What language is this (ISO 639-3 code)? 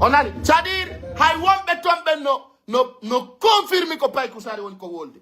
fuf